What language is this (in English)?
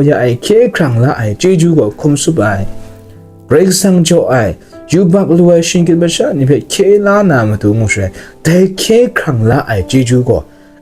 Kachin